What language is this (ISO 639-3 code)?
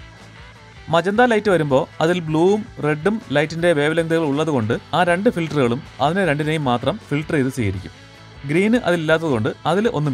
mal